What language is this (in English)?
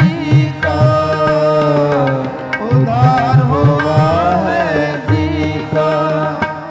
Punjabi